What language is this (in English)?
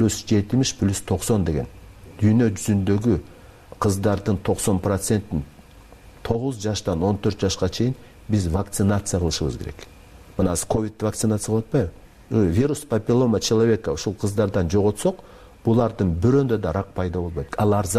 Kyrgyz